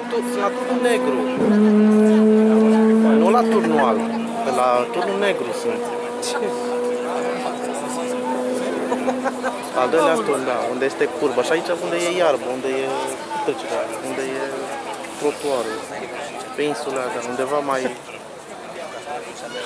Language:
Romanian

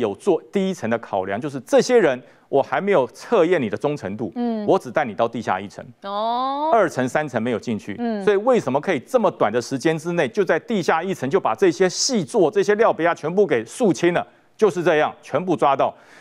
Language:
Chinese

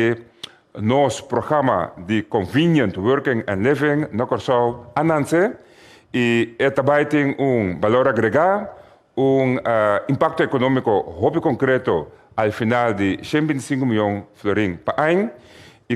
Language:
Papiamento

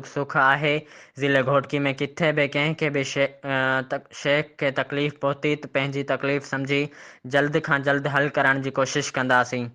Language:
Sindhi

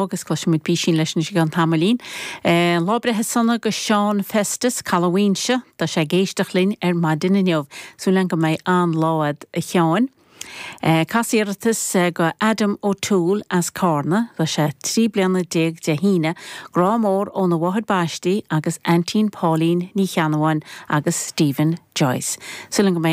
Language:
Irish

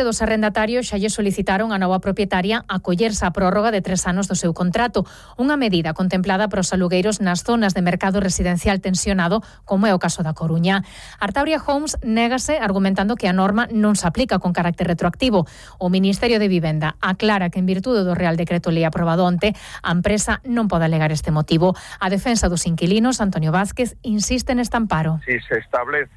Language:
Galician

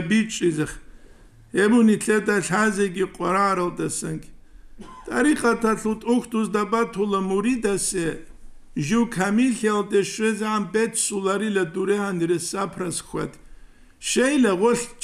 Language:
Avaric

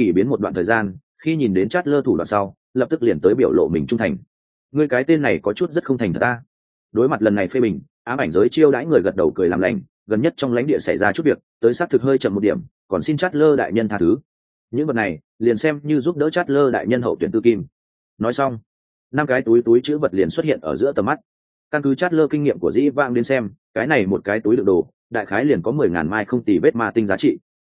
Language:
Vietnamese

